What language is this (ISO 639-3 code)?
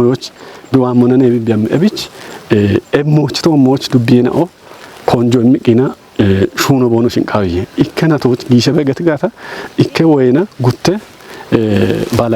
kbr